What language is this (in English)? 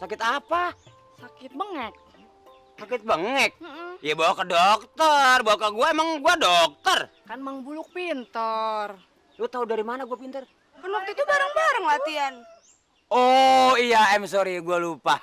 Betawi